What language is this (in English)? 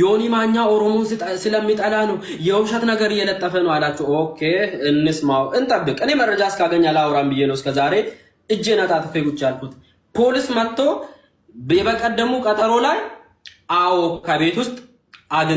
Amharic